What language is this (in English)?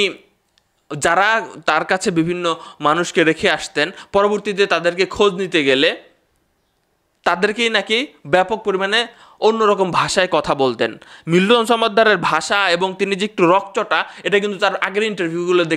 Bangla